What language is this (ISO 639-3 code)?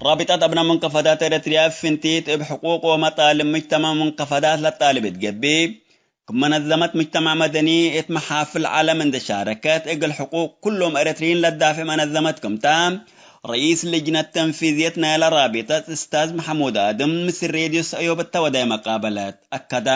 tig